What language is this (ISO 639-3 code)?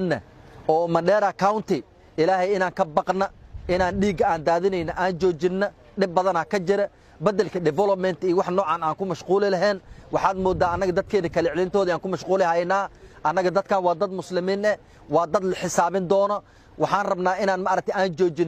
som